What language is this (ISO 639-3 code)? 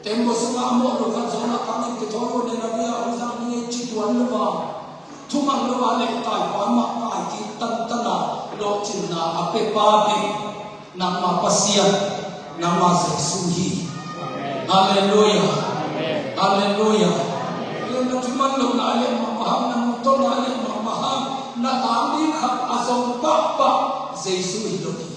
ctd